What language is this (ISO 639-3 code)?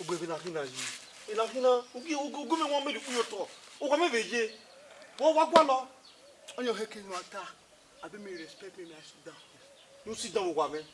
bin